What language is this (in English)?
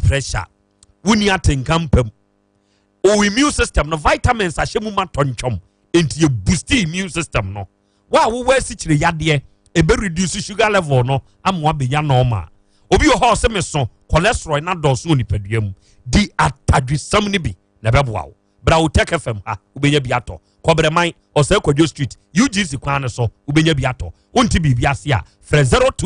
Akan